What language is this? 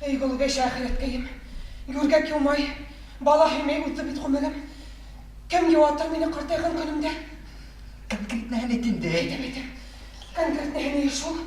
Bashkir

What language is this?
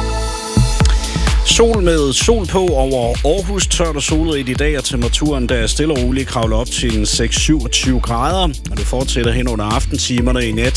Danish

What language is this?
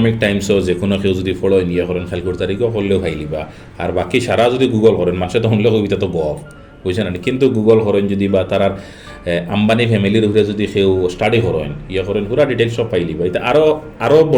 Sylheti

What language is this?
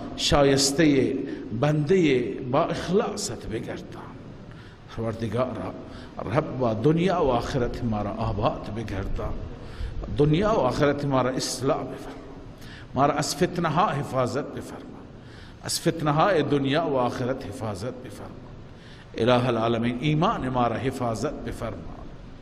Persian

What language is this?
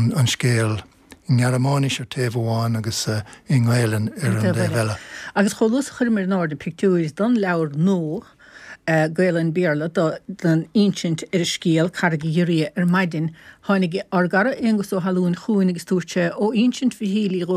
Irish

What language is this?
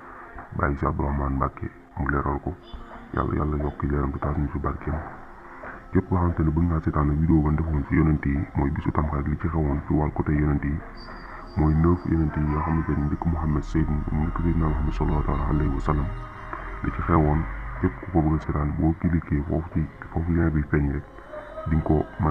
Wolof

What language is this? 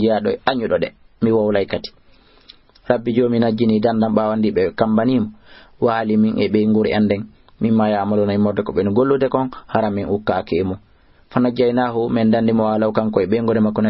Fula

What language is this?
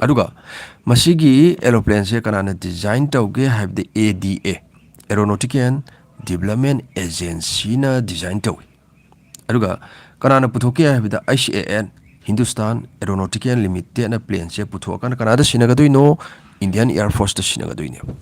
Manipuri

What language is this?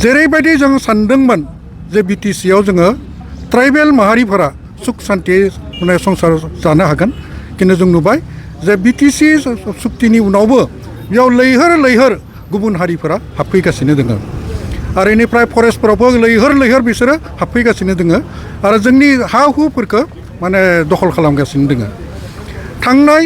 Bodo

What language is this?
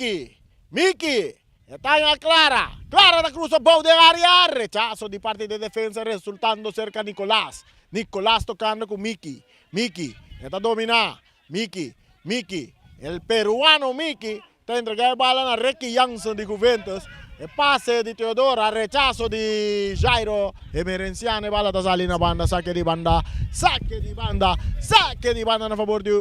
Papiamento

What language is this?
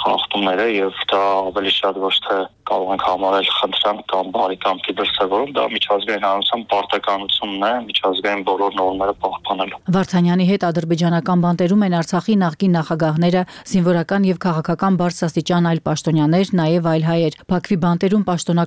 Armenian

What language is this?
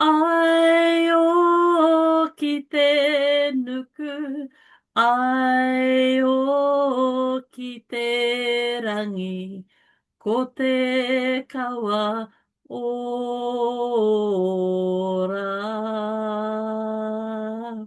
Māori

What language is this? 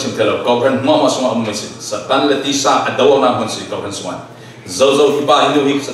Falam Chin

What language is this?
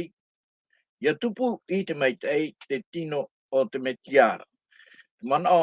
Tahitian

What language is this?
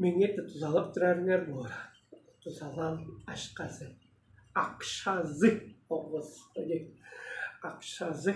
Tuvinian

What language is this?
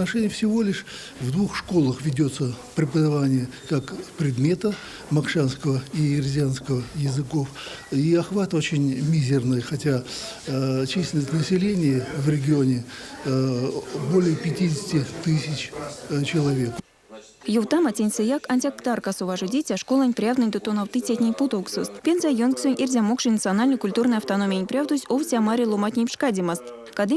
Erzya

